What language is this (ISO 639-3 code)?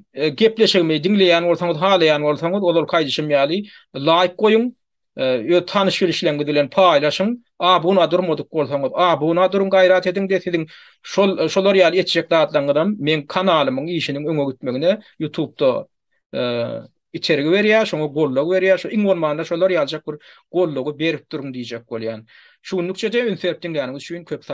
tuk